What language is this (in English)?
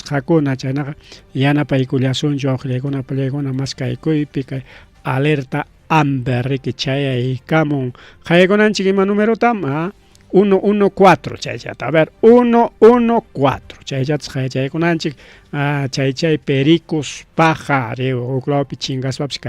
Ayacucho Quechua